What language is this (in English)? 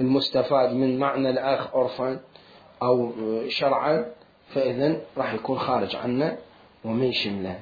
Mesopotamian Arabic